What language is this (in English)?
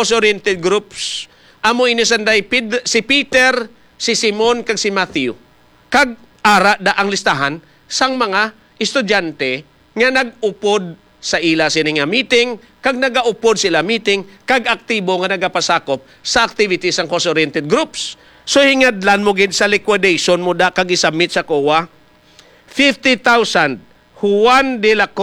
Hiligaynon